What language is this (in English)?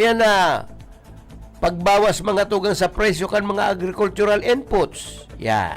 Bikol